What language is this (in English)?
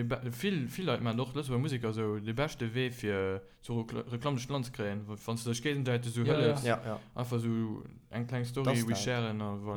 Luxembourgish